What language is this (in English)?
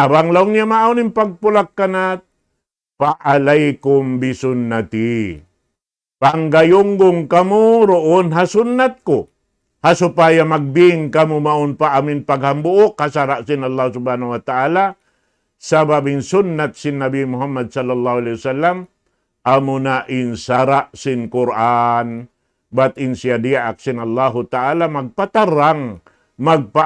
Tausug